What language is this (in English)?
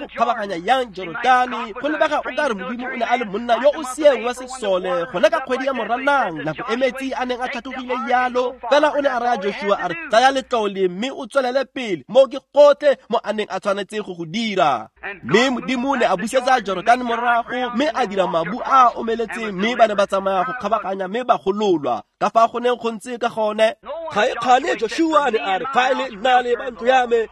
Tswana